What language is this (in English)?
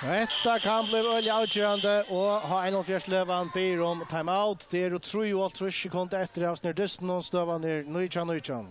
Faroese